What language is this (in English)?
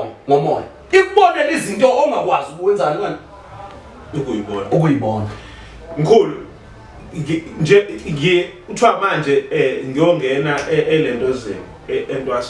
Zulu